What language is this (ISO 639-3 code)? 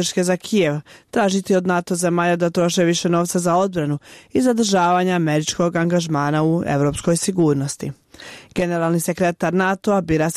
bos